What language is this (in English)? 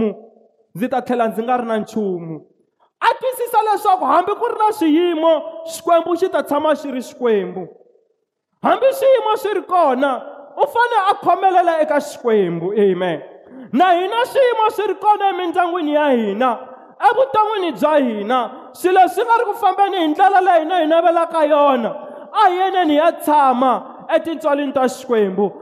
Tsonga